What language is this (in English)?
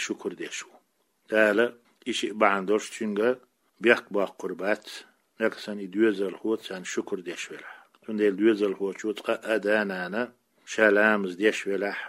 Chechen